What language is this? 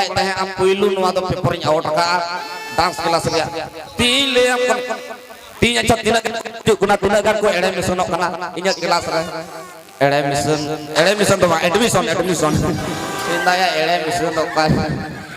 Santali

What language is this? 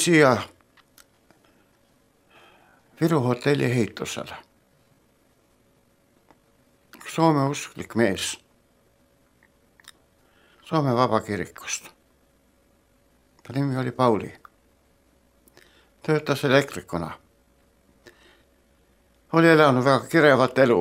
Estonian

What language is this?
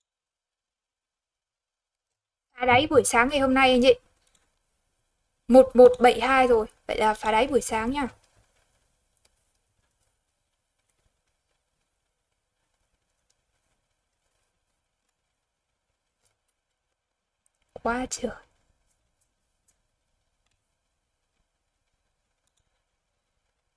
Vietnamese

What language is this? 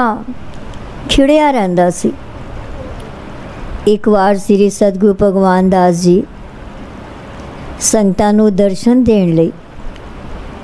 Punjabi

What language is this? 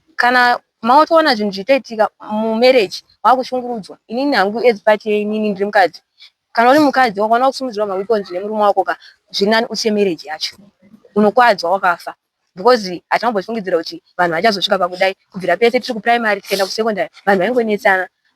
Shona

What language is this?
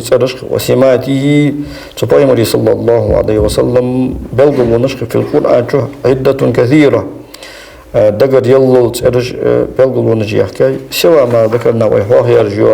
Ingush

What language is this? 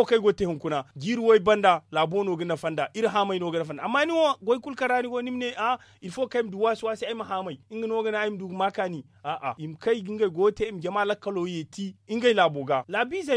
Zarma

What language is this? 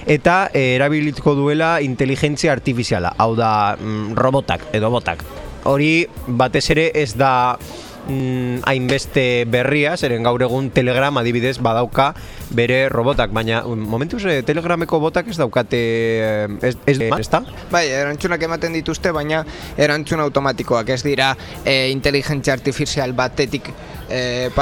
Basque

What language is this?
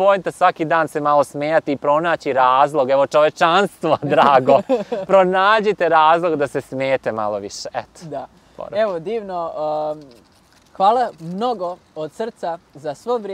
Serbian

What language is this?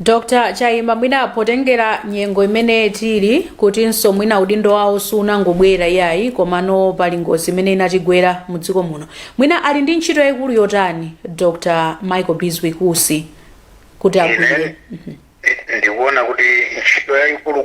Nyanja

